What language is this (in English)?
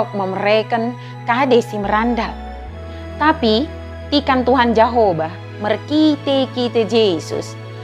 Batak Dairi